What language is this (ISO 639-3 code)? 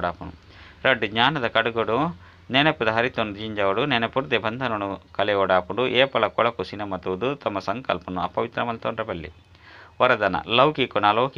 tcy